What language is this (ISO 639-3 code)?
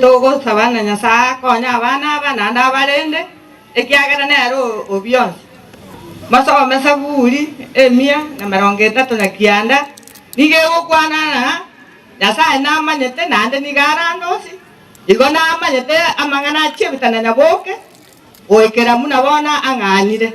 guz